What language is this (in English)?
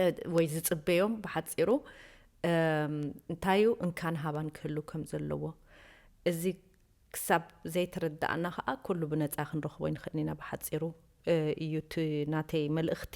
Tigrinya